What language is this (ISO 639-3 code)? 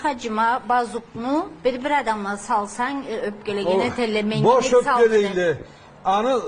krc